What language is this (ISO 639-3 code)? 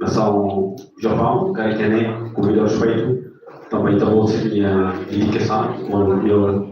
tet